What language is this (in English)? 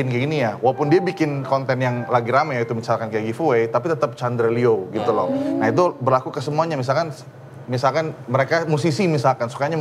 Indonesian